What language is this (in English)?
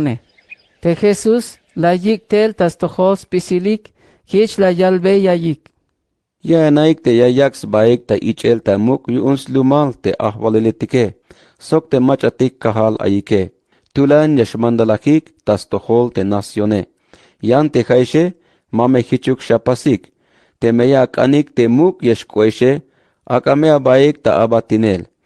Tzeltal